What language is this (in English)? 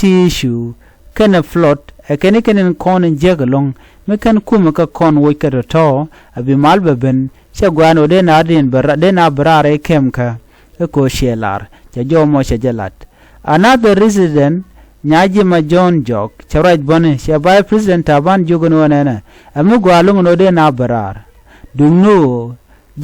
Nuer